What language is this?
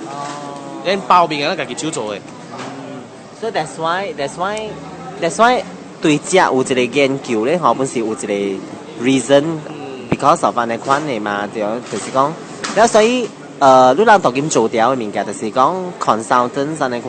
Min Nan Chinese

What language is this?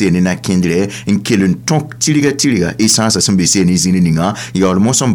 Mossi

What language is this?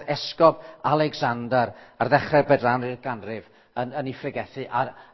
Welsh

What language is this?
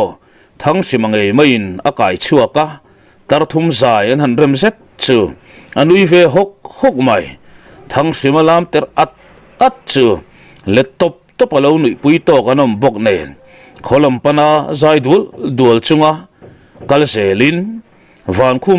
Mizo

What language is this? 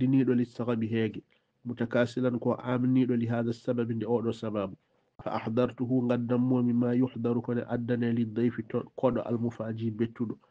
Fula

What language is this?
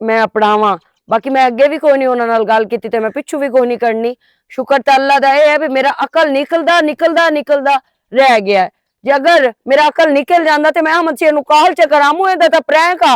Western Panjabi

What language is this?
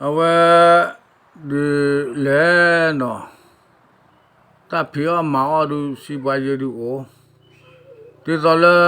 S'gaw Karen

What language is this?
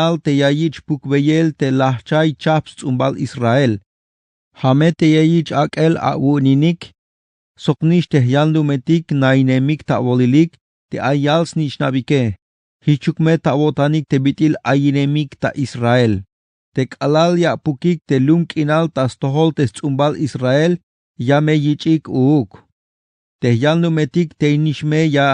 Tzeltal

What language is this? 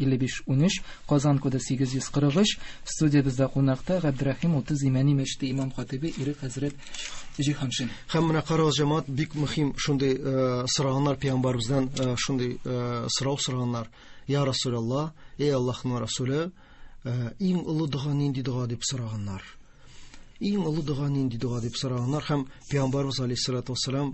Tatar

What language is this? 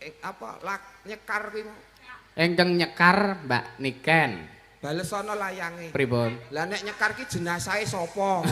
Javanese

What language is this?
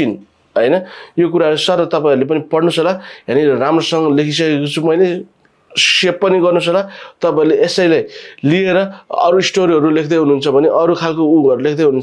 Nepali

